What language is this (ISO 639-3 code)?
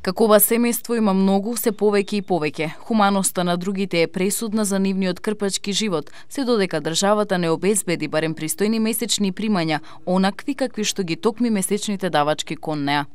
mkd